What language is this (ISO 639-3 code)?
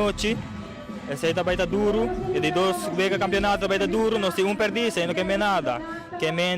pap